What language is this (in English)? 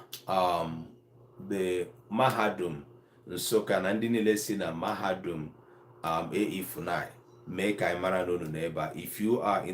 Igbo